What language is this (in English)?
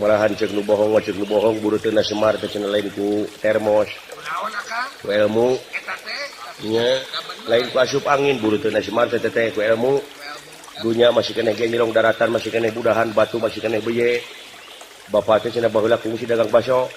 Sundanese